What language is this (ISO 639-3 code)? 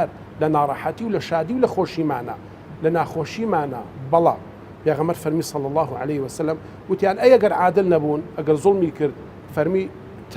ckb